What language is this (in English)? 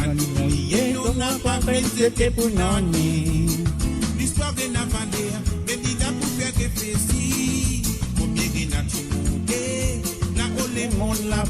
Morisyen